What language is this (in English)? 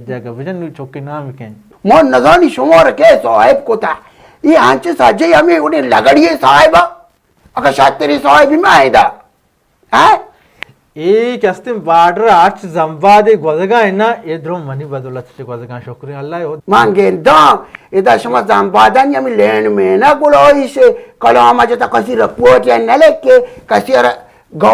Baluchi